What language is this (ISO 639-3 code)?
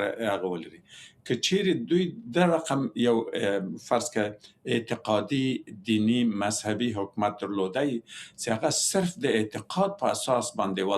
pus